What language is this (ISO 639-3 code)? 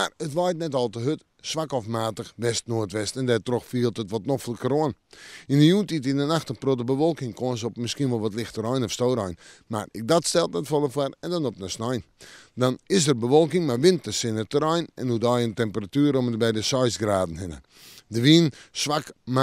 fry